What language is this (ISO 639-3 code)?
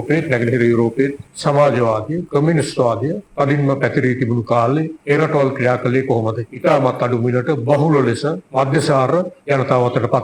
sin